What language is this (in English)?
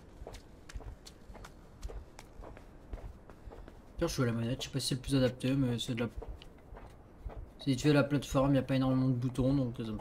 French